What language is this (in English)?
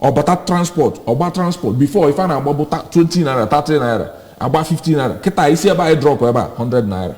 Igbo